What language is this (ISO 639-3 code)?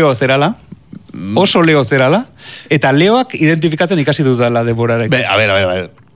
eus